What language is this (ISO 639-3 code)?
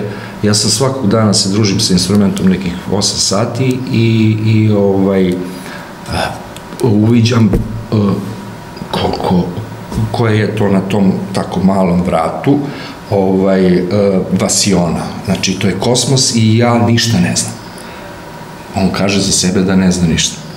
srp